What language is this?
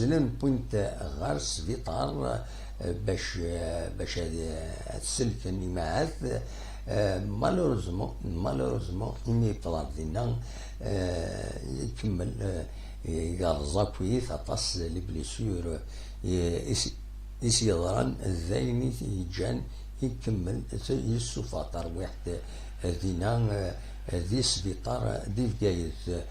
Kabyle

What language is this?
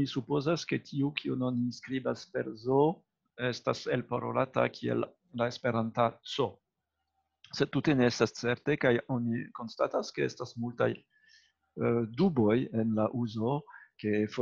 Esperanto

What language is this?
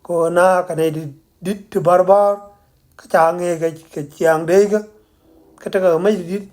Nuer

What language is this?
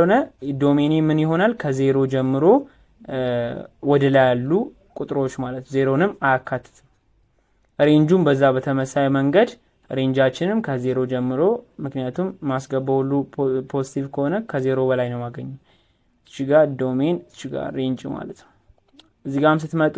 Amharic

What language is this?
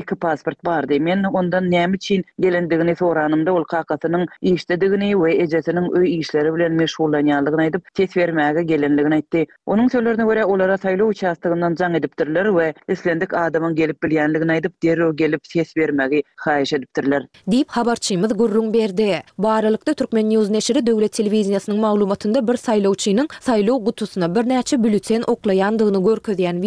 Turkmen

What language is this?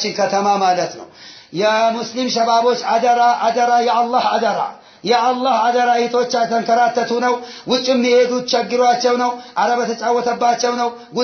Amharic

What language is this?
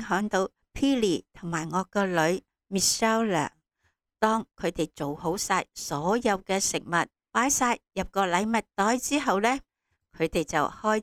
Cantonese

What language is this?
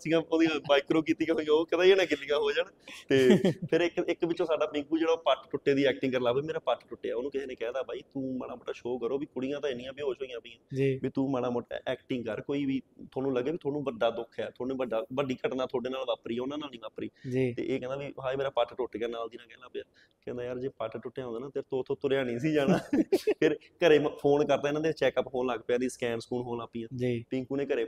Punjabi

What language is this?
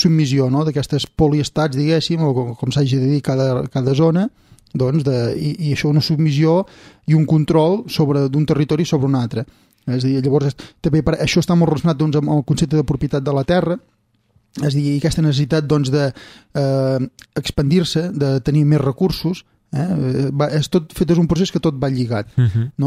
Catalan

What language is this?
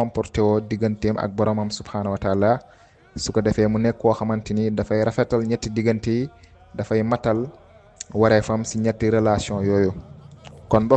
Wolof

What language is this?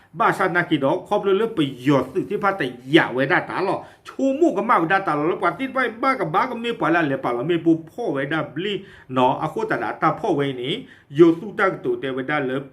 S'gaw Karen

